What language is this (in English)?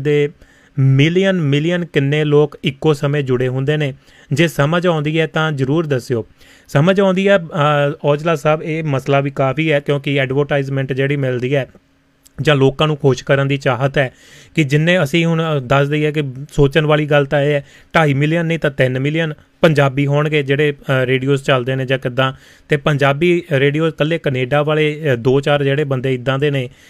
Punjabi